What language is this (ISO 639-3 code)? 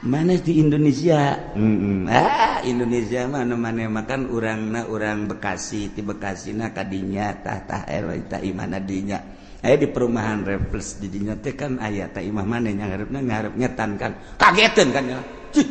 sun